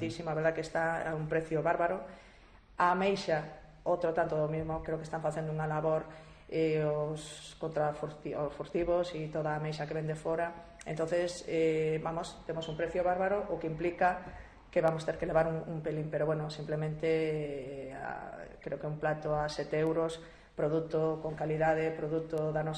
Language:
Galician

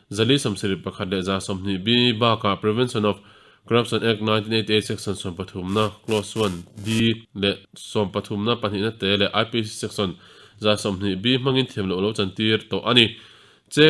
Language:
Mizo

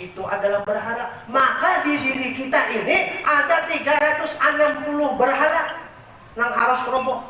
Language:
Banjar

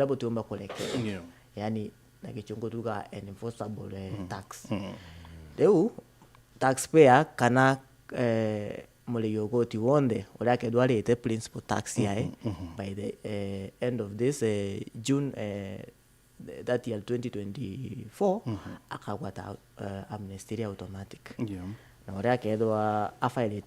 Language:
Meru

